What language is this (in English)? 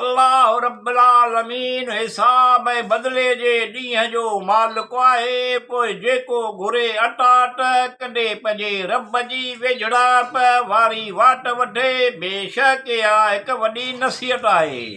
Sindhi